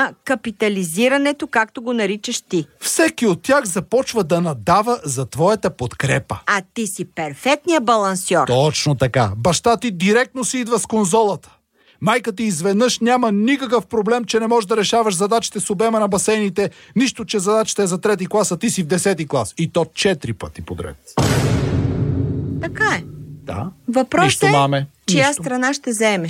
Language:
Bulgarian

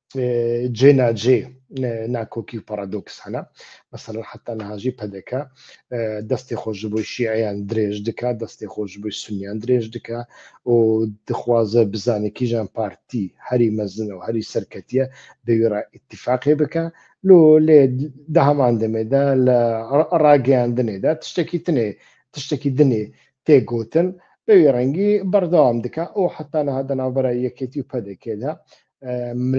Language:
Central Kurdish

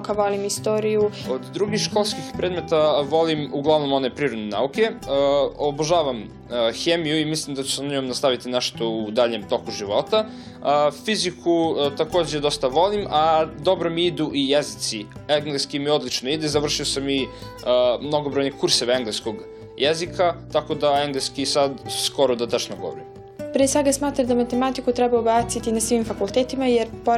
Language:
Serbian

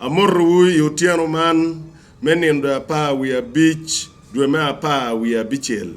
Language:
Acoli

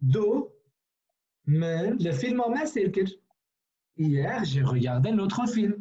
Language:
Kurdish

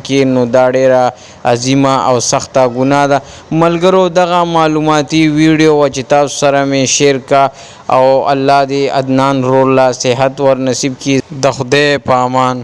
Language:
Pashto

